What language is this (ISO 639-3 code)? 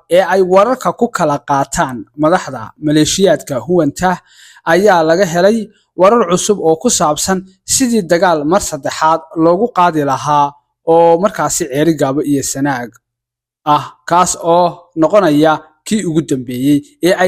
som